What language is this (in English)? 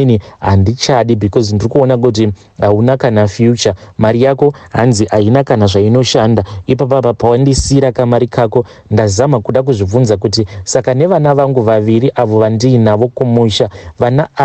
Shona